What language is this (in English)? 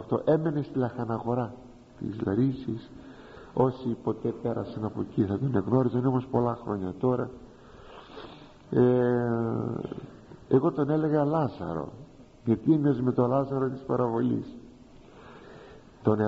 Greek